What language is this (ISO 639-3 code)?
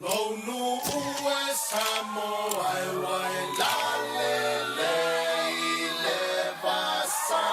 smo